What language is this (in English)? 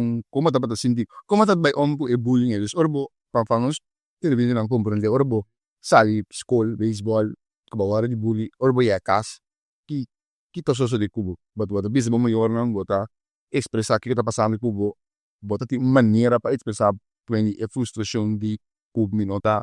Papiamento